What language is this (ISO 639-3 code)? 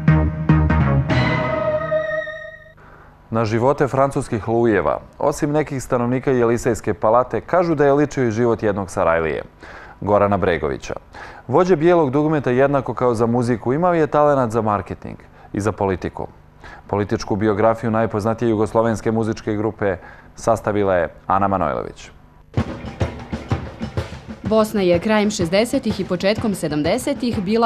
srp